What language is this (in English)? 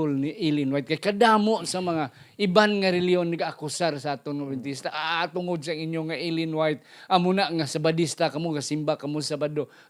Hiligaynon